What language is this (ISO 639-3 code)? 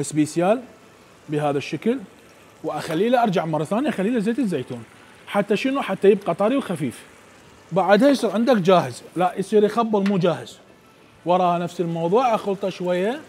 acm